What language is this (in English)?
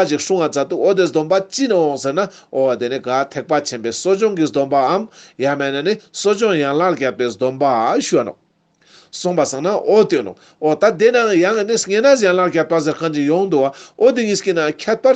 Ladakhi